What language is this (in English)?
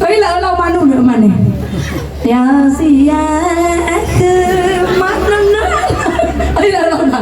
Nias